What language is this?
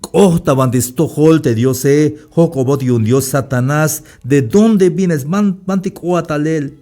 Tzeltal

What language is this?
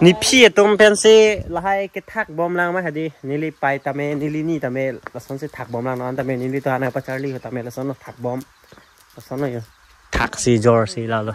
Karbi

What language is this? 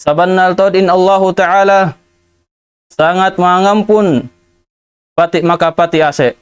Tausug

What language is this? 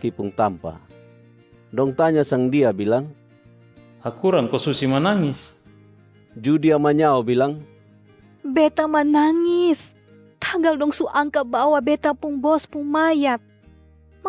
Kupang Malay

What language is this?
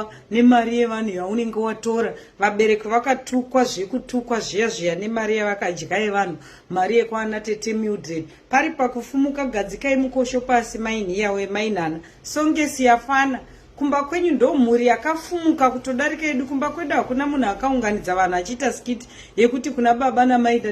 Shona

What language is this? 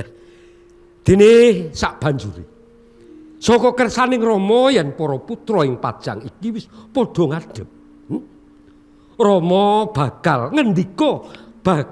Javanese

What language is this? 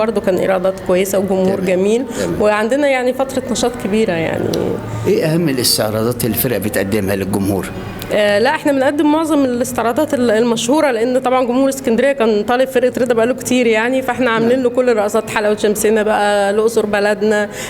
Egyptian Arabic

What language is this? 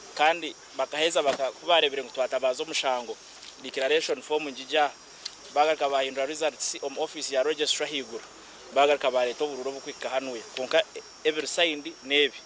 Nyankole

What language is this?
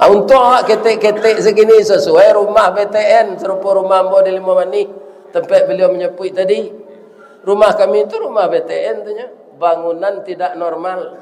Minangkabau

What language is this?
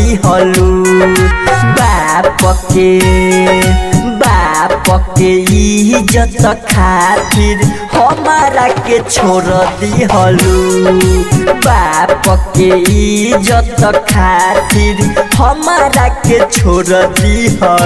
Bhojpuri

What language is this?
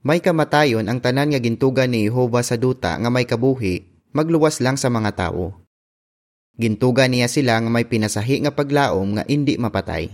Hiligaynon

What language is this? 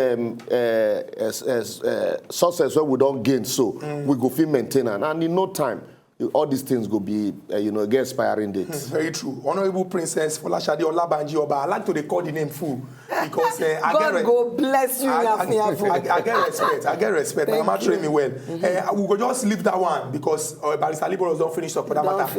Nigerian Pidgin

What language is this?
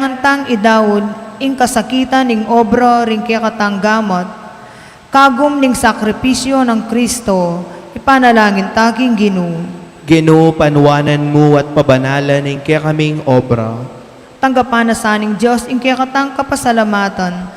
Pampanga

